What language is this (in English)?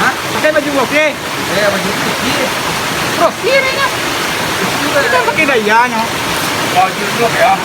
Minangkabau